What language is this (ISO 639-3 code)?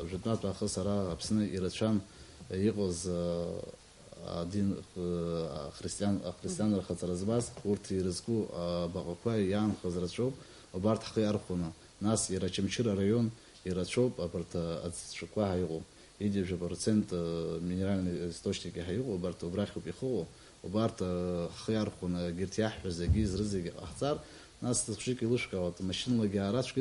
abk